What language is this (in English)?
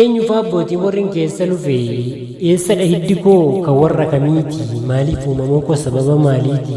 Oromo